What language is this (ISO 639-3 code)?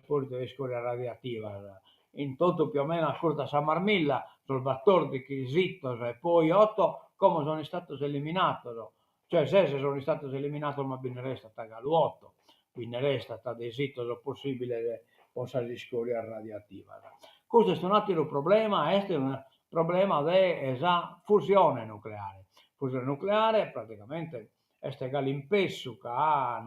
srd